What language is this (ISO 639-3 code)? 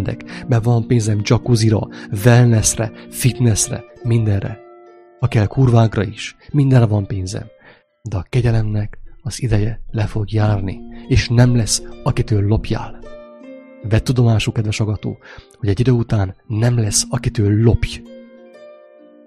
hun